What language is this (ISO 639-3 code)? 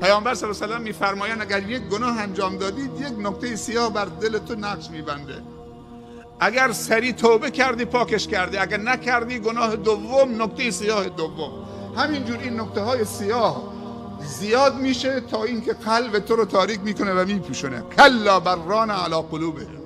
fas